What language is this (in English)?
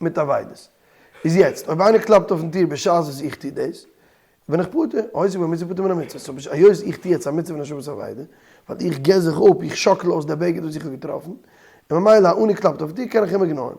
Yiddish